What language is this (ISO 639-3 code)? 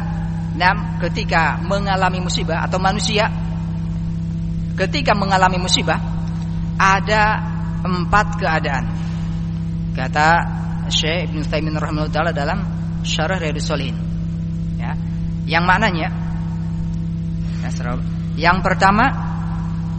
ind